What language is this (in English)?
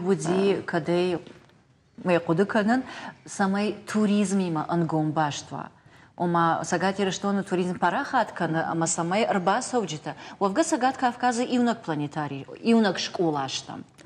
Ossetic